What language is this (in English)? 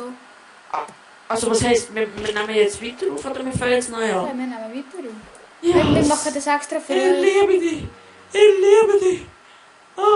Swiss German